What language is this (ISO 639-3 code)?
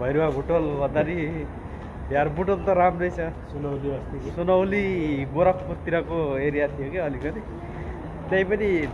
nep